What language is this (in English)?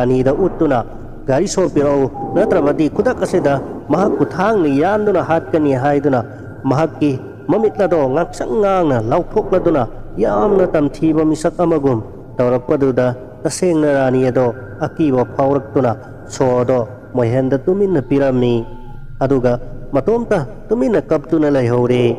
Manipuri